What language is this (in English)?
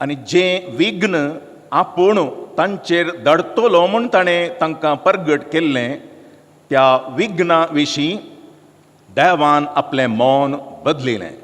Konkani